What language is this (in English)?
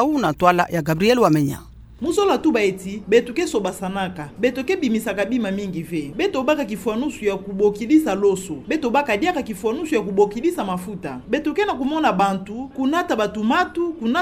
Kituba (Democratic Republic of Congo)